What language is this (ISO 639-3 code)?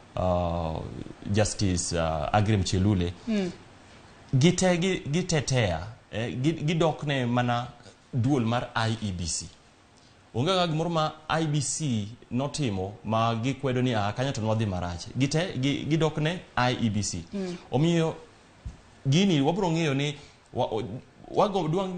luo